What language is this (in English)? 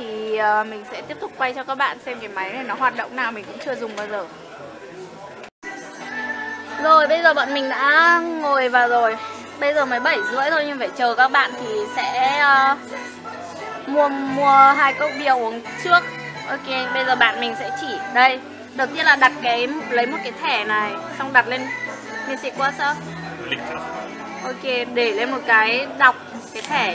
Vietnamese